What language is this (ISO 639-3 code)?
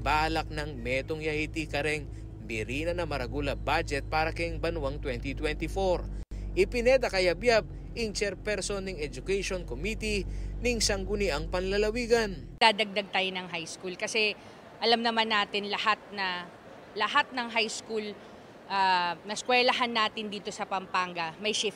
pam